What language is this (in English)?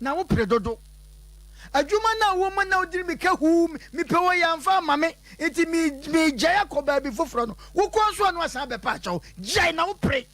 Akan